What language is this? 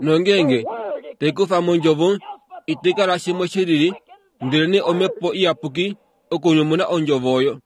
Kuanyama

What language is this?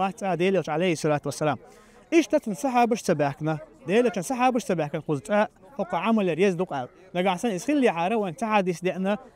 Chechen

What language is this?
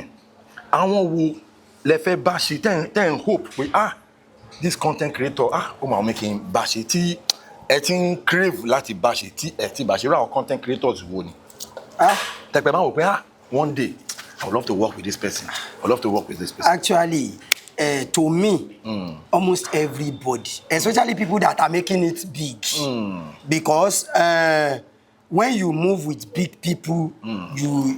Yoruba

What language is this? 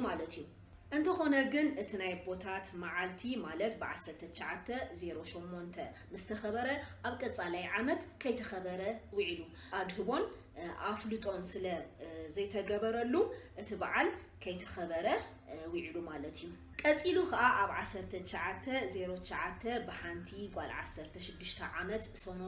Tigrinya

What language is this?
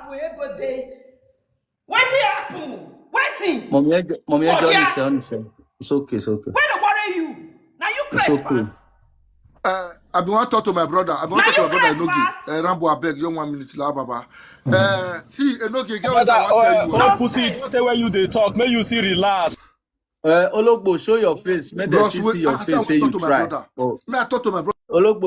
Nigerian Pidgin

